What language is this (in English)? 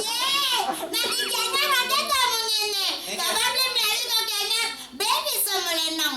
Balinese